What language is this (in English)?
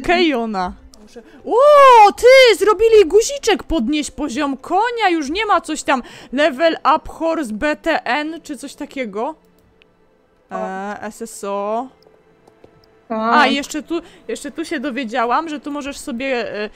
Polish